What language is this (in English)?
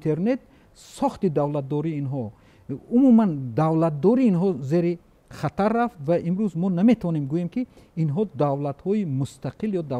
Tajik